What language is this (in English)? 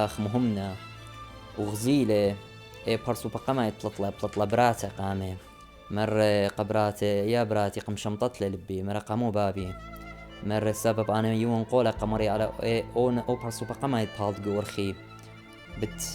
Assyrian Neo-Aramaic